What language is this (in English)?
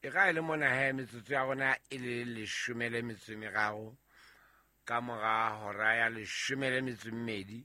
Southern Sotho